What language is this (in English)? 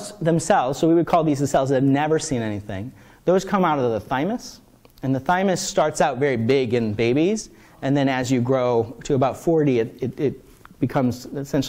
English